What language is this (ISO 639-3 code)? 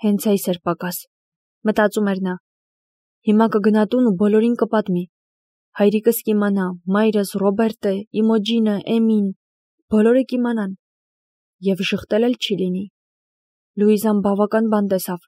hye